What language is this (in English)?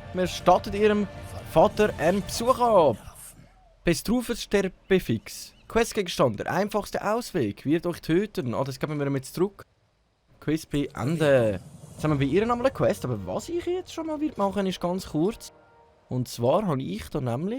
Swiss German